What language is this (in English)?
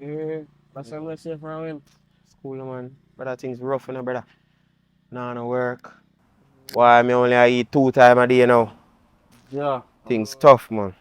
Jamaican Creole English